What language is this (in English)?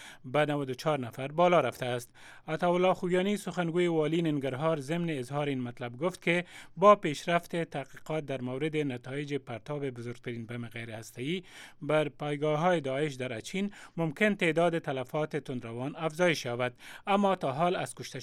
Persian